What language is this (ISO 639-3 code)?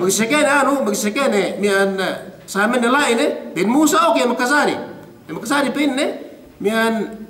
yka